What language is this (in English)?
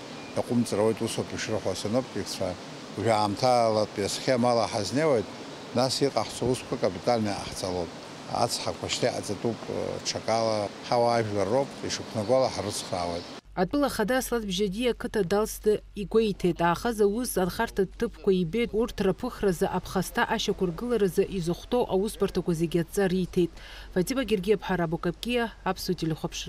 Abkhazian